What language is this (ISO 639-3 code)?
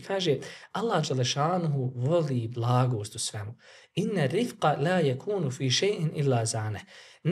bos